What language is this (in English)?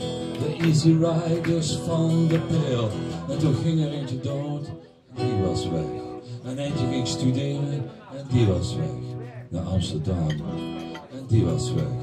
Dutch